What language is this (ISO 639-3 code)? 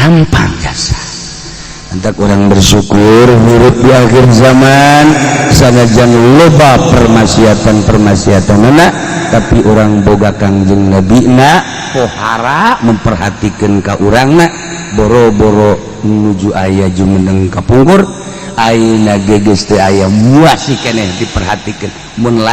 sun